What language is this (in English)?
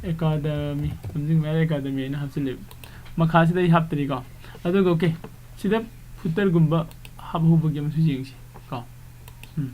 Manipuri